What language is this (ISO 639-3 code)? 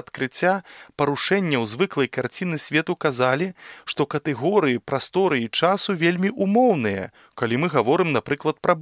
bel